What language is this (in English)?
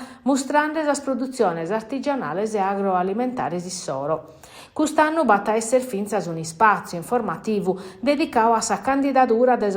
Sardinian